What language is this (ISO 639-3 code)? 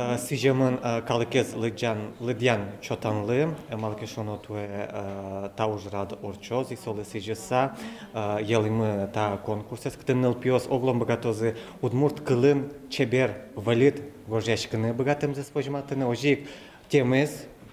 udm